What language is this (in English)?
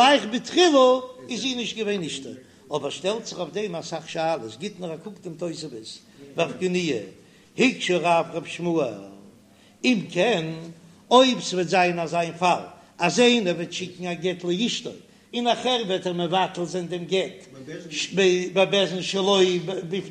Yiddish